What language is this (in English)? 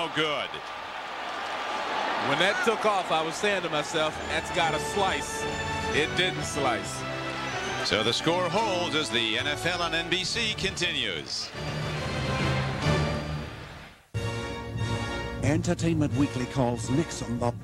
English